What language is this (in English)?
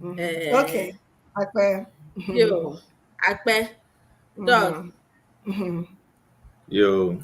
Ewe